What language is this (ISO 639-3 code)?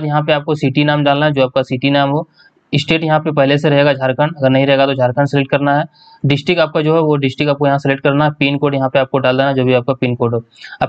hin